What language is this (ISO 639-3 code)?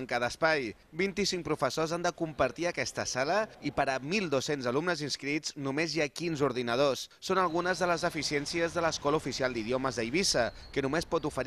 cat